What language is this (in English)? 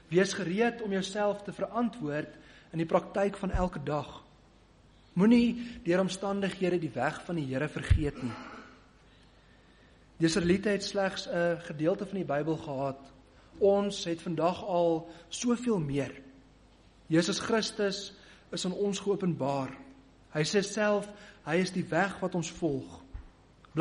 Afrikaans